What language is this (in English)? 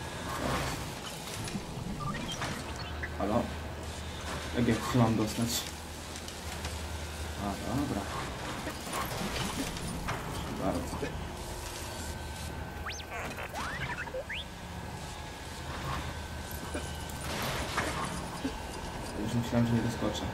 Polish